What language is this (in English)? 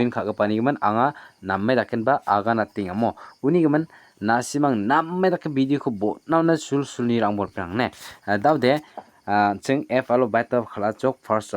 Garo